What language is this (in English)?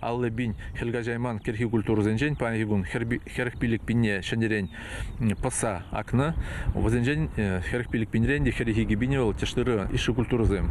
Chuvash